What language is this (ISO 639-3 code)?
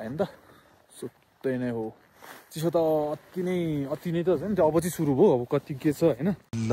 nep